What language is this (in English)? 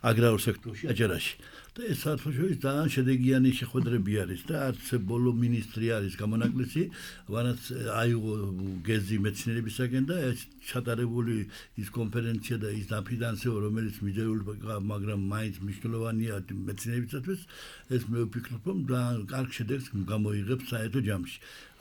Georgian